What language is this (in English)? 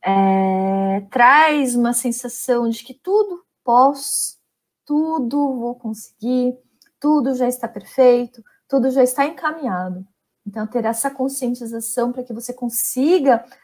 Portuguese